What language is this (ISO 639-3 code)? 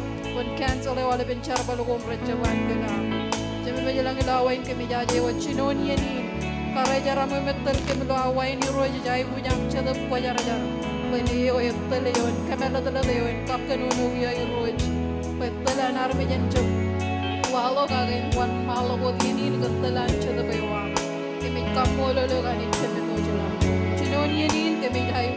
mah